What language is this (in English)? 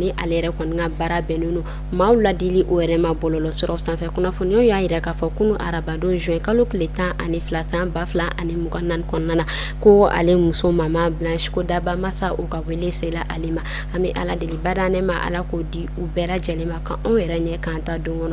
Bambara